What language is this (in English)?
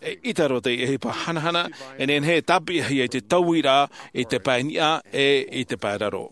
Tahitian